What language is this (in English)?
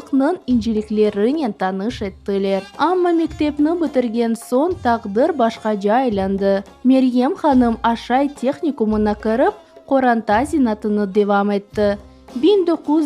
Crimean Tatar